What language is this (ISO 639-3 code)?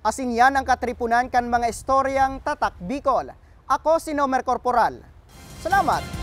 bik